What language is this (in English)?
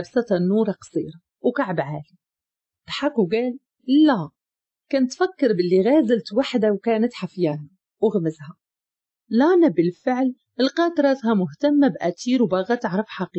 Moroccan Arabic